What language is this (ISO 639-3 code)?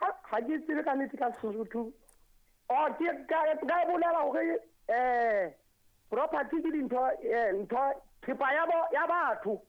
sot